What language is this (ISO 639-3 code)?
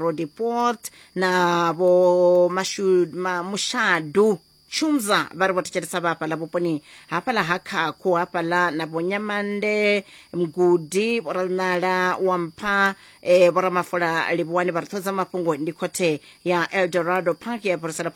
ven